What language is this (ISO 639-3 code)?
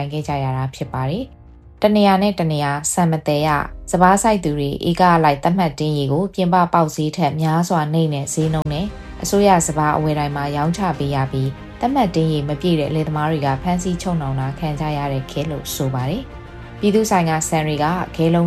mya